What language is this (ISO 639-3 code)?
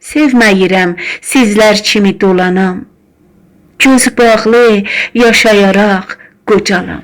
azb